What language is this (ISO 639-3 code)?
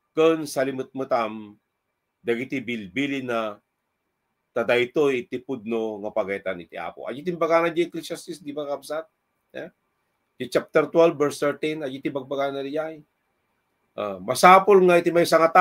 ilo